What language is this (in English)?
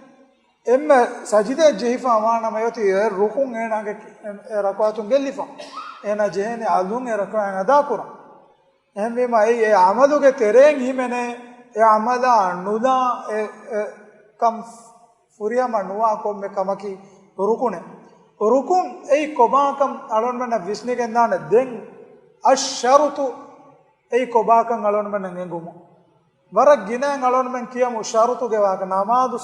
Divehi